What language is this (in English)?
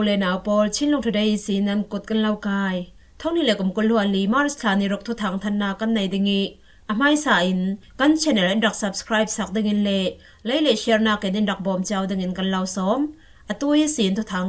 Falam Chin